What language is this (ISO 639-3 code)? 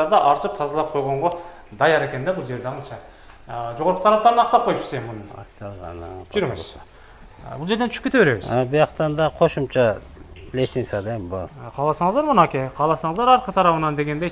kir